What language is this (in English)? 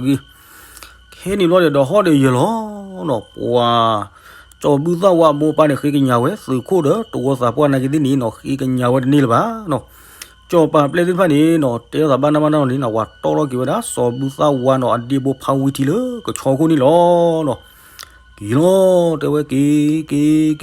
S'gaw Karen